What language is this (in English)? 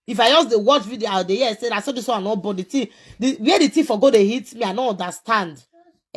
Nigerian Pidgin